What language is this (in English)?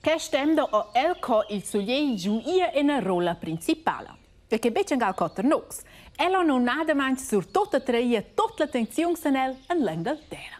Romansh